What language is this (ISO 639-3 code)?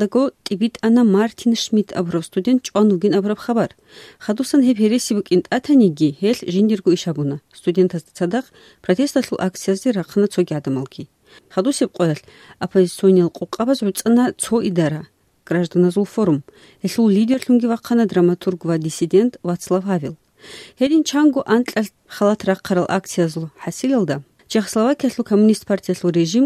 ava